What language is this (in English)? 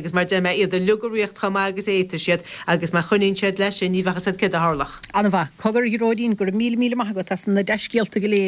Irish